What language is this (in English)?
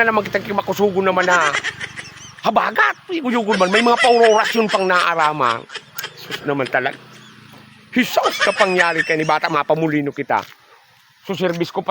Bikol